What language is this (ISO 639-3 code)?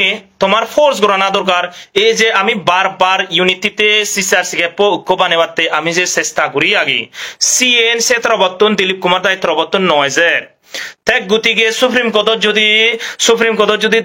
ccp